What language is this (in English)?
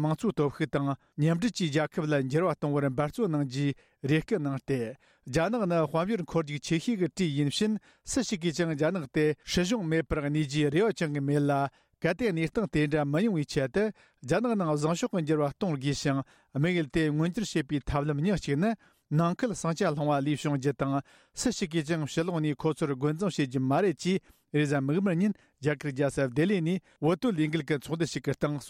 Tibetan